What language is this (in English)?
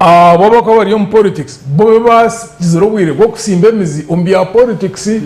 Nyankole